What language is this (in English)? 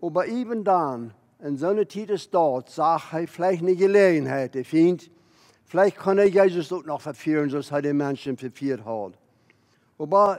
Plautdietsch